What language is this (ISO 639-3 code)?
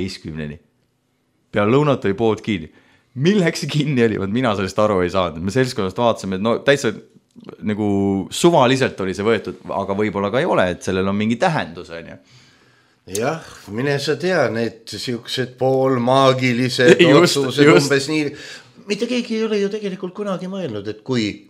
est